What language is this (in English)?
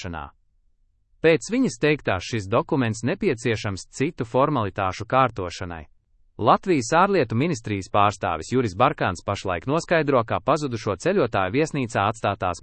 Latvian